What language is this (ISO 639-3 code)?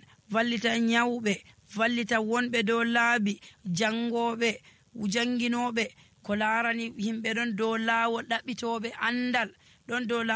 fuv